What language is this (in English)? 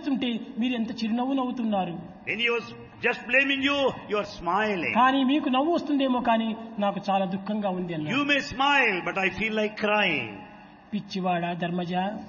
Telugu